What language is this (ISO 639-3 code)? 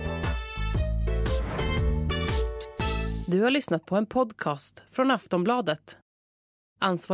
swe